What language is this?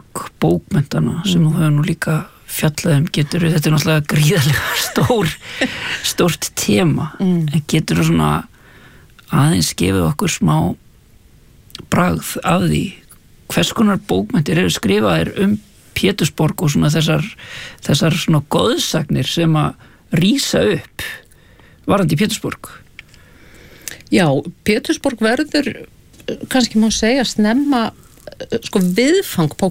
Icelandic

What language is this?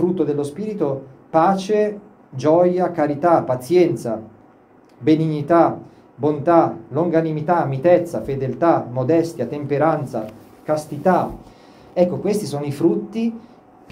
Italian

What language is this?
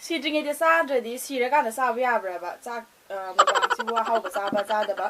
Manipuri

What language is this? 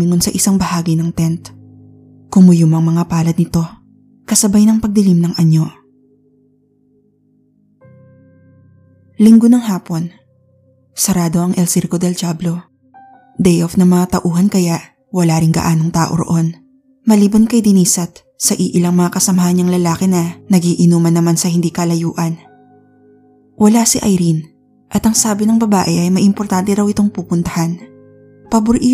Filipino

